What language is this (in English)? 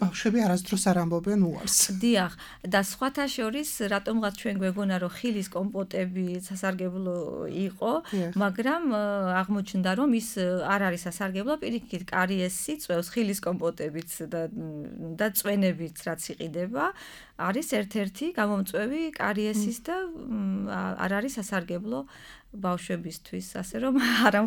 Georgian